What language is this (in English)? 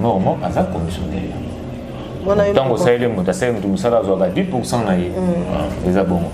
Lingala